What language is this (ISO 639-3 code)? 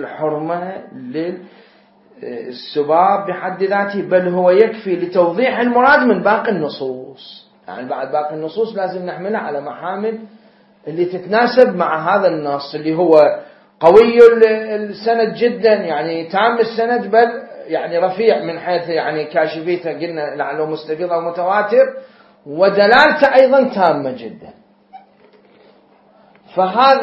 ara